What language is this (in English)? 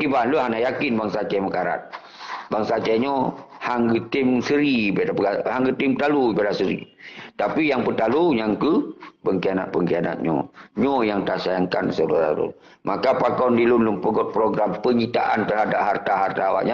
Achinese